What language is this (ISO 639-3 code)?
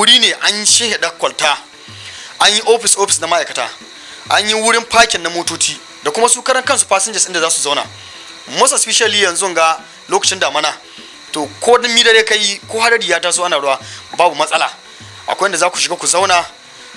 hau